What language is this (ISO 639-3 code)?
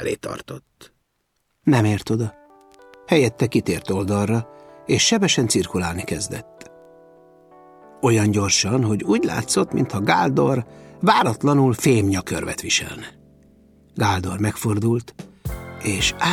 hun